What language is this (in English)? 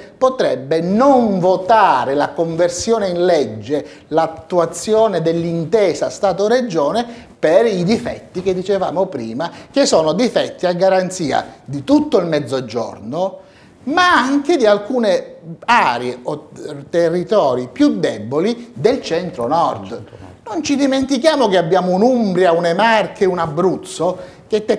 Italian